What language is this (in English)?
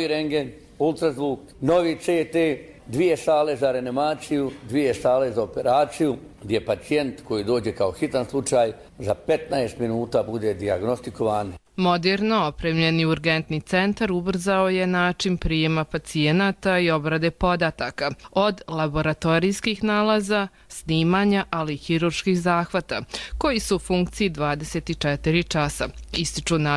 Serbian